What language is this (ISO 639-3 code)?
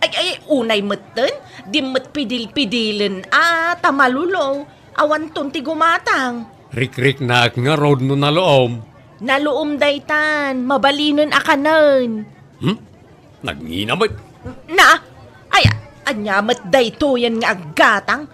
ilo